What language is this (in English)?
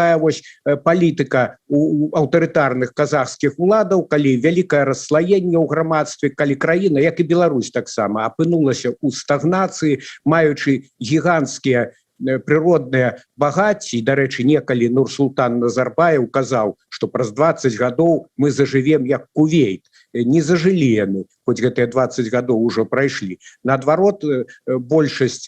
Belarusian